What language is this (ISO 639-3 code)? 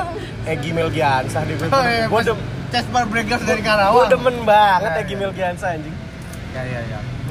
ind